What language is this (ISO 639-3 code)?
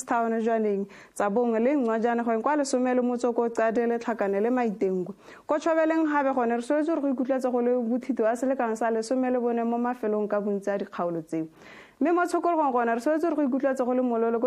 tsn